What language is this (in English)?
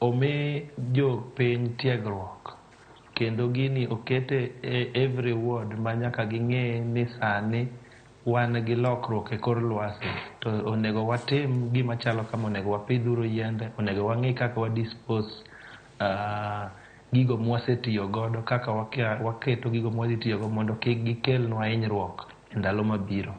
Luo (Kenya and Tanzania)